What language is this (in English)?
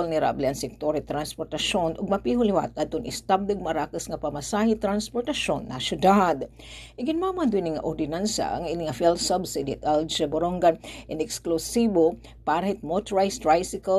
Waray